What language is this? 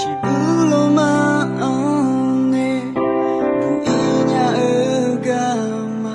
Akha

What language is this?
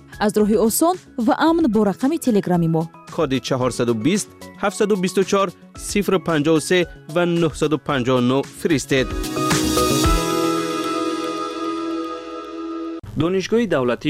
Persian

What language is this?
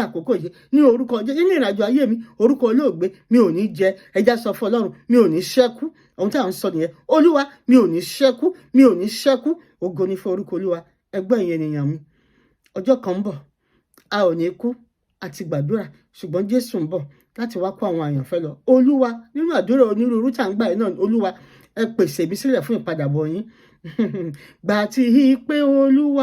Yoruba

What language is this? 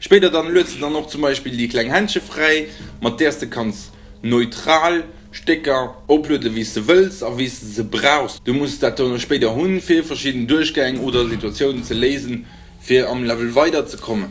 Luxembourgish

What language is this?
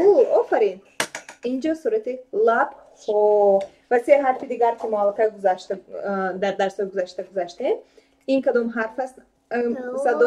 Tajik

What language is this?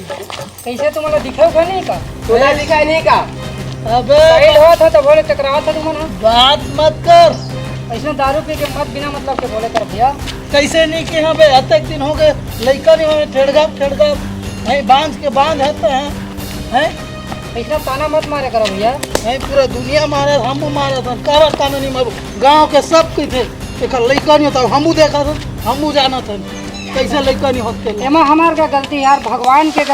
Chhattisgarhi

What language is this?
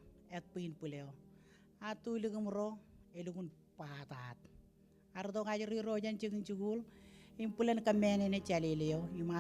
Marshallese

